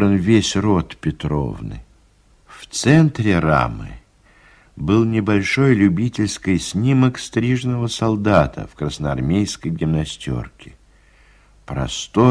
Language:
Russian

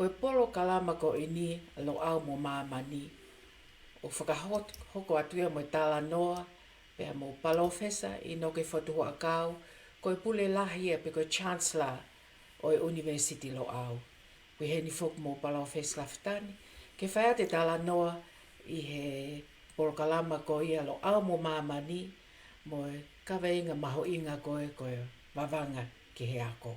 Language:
Tongan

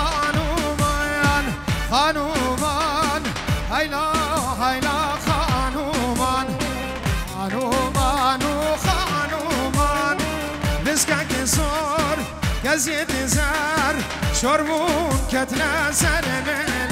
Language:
Kurdish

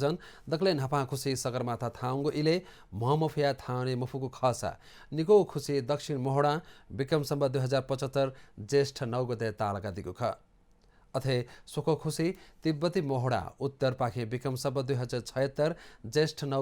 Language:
Newari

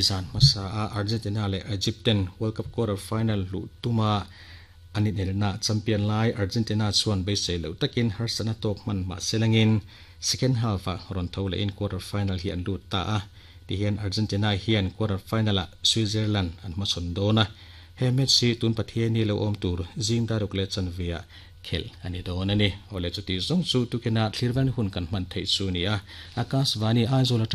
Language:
Mizo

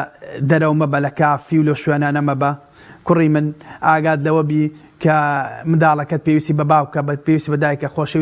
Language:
Central Kurdish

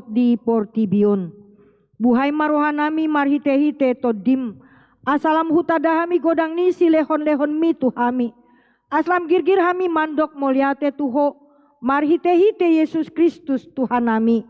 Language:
Batak Toba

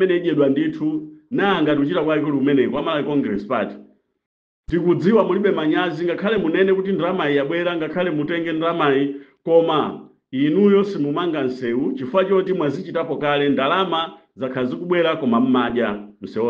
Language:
Nyanja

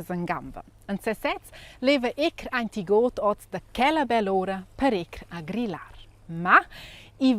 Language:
Romansh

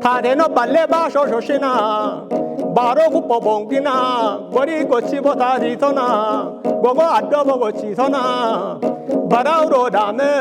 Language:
Kafa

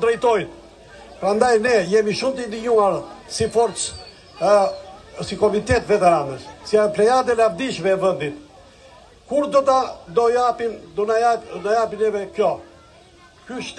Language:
Albanian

